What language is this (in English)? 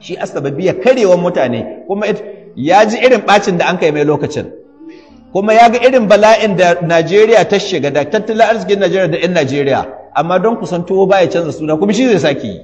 Hausa